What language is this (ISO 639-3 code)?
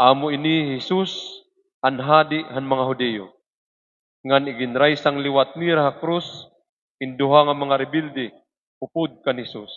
war